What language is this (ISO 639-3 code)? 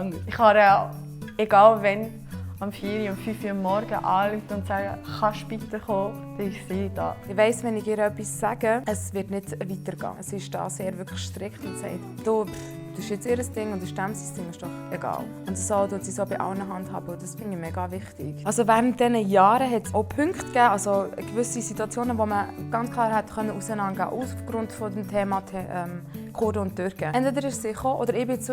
gsw